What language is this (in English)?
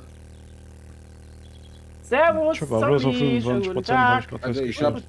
German